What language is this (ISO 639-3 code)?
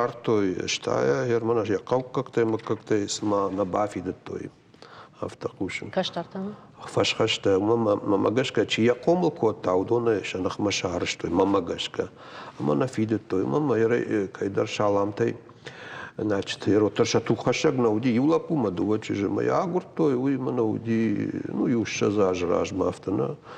oss